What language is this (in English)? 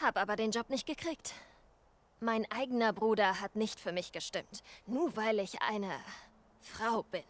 Bavarian